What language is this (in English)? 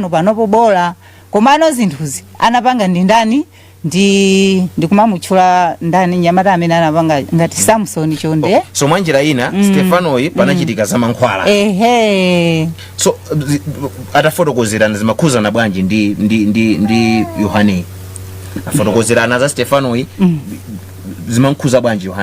Nyanja